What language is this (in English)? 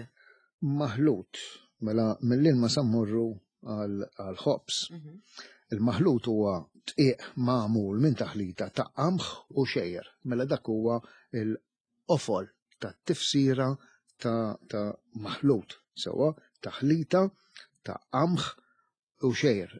Maltese